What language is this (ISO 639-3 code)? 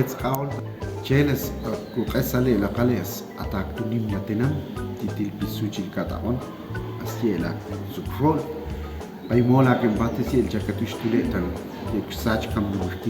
ixl